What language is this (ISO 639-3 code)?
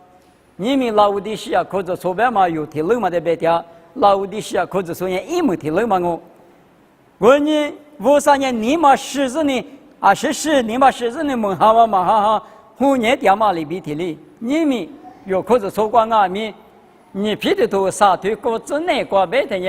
lis